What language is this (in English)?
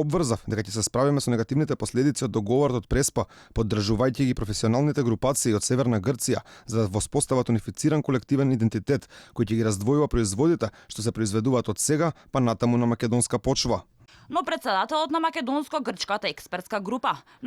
Macedonian